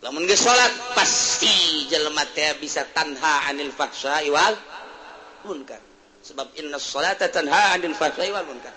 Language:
Sundanese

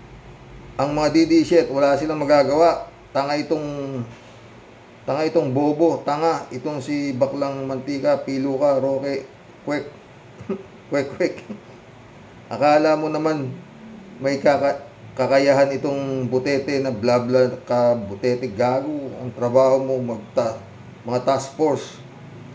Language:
Filipino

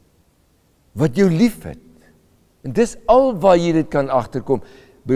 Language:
Afrikaans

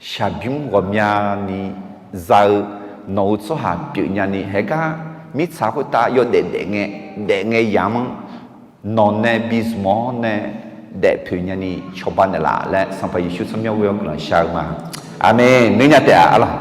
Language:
Akha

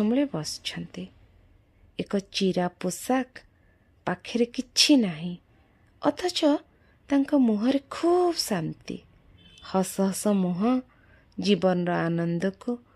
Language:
Odia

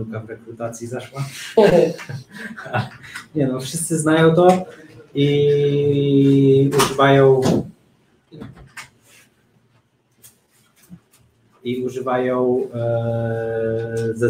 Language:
Polish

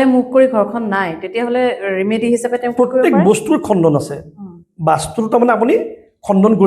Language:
Assamese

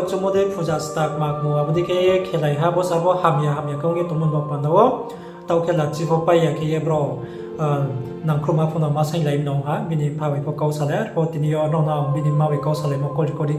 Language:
Riang (India)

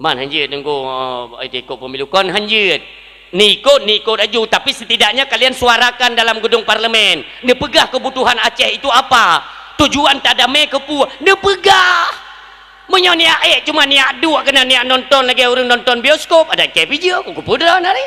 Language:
Achinese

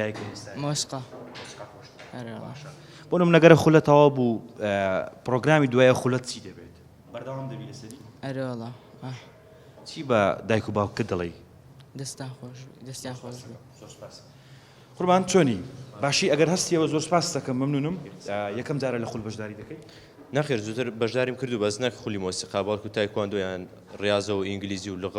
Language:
Central Kurdish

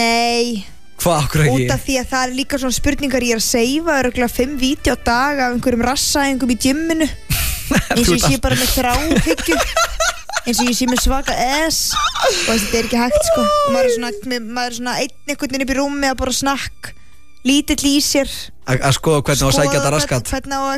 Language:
Icelandic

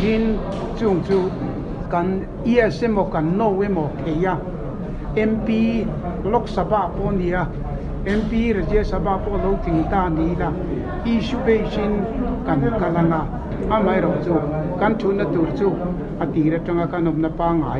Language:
Mizo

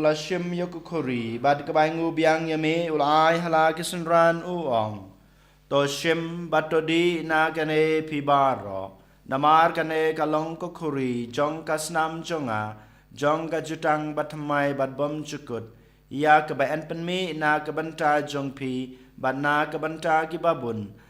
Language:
Khasi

